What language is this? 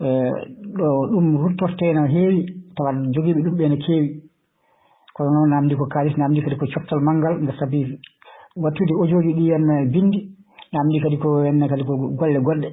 Fula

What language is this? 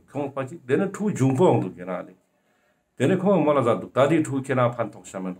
Ladakhi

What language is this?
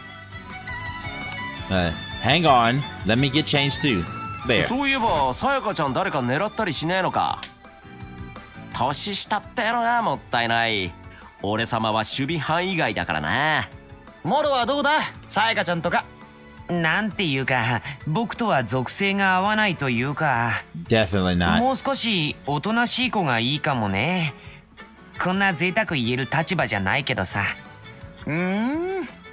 Japanese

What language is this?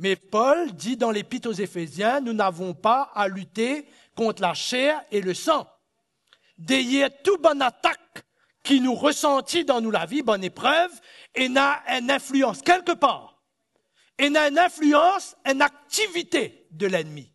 Morisyen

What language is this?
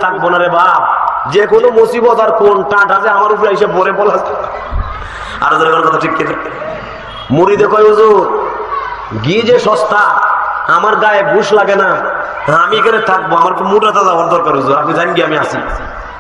Bangla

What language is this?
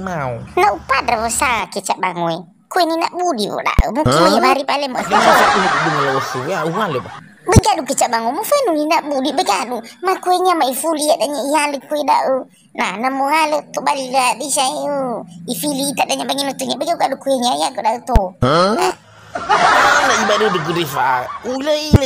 Nias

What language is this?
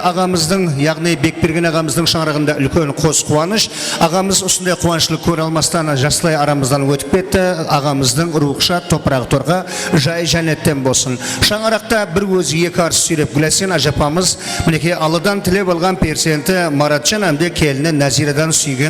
Kara-Kalpak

